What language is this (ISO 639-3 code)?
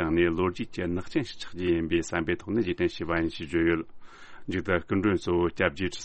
bod